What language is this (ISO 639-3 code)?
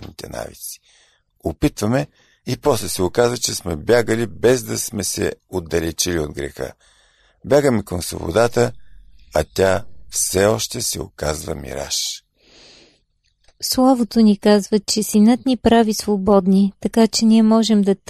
bul